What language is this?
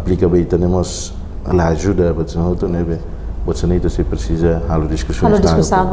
Tetum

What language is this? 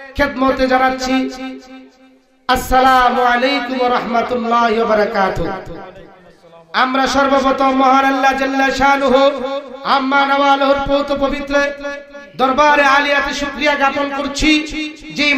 Bangla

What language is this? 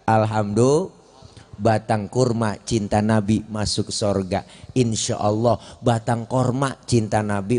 Betawi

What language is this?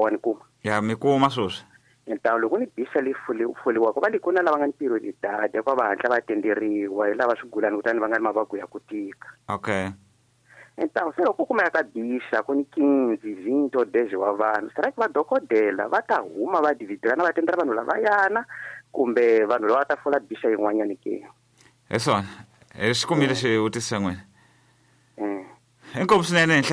Tsonga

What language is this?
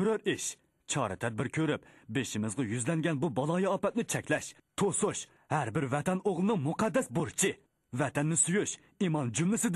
Uyghur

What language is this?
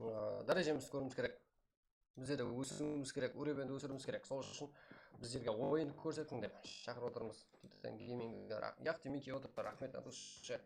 Kara-Kalpak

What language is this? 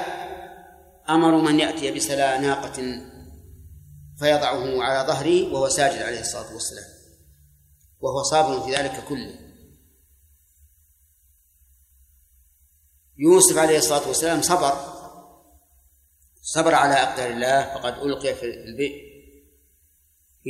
Arabic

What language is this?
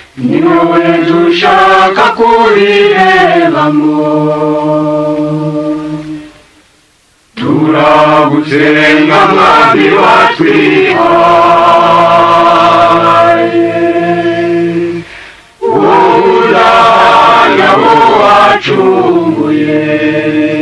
Kinyarwanda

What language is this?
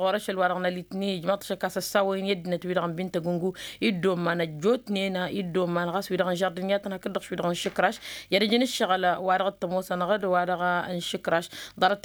Tamasheq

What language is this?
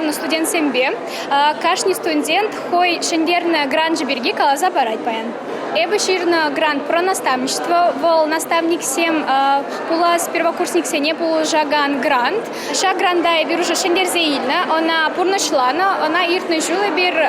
Chuvash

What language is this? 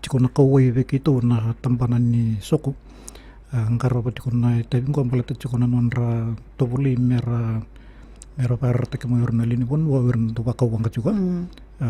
Fijian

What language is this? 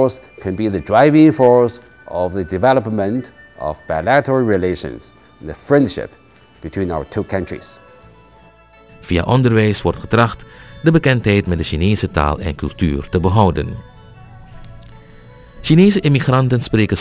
Dutch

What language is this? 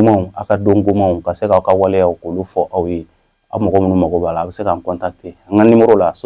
Bambara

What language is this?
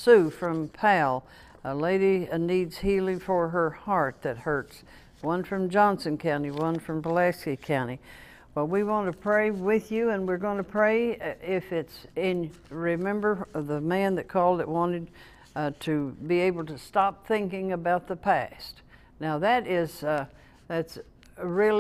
English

